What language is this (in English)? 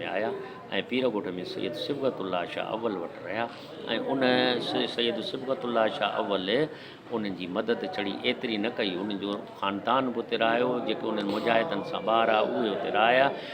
Sindhi